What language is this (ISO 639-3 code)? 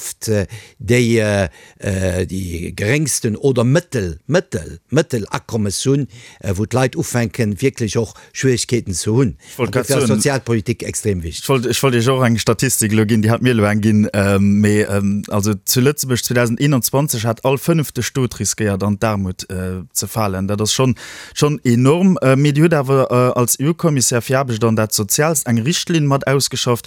ltz